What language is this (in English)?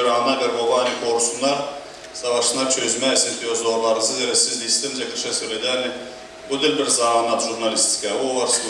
Gagauz